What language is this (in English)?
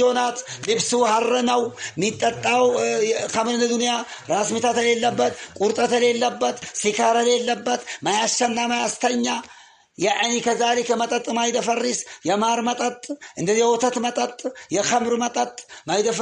Amharic